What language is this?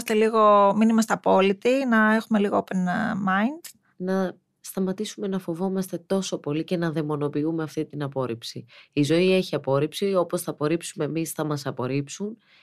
Greek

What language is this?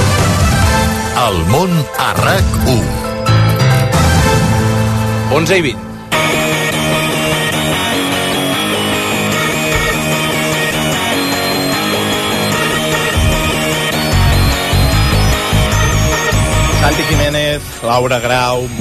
Catalan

